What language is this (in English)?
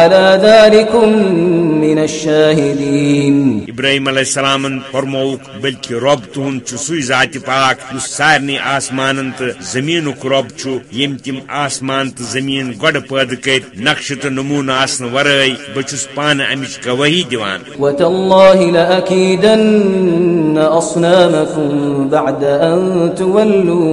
Kashmiri